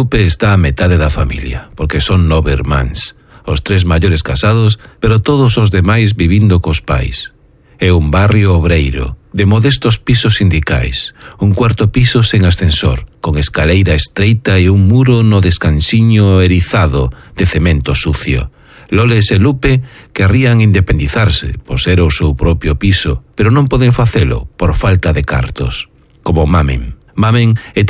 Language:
Galician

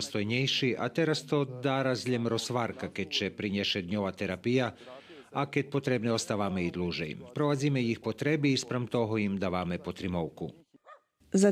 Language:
Rusyn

